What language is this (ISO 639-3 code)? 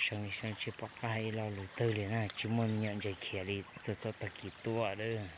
hmn